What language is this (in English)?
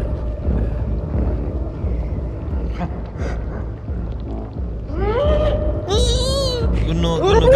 Arabic